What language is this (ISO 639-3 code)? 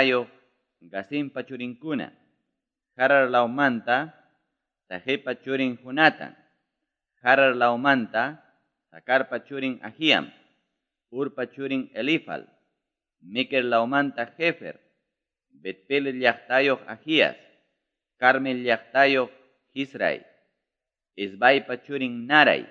quy